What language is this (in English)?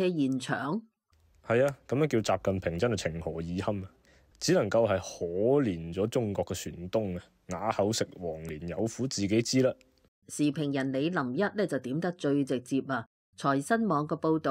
Cantonese